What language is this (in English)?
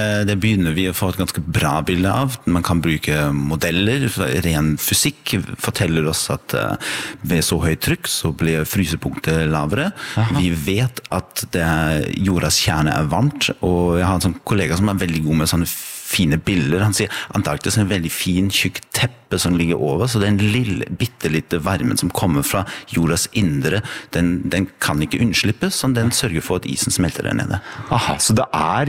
Norwegian